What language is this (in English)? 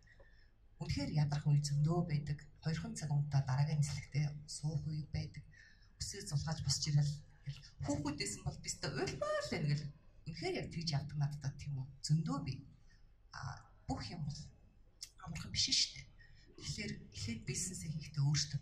Mongolian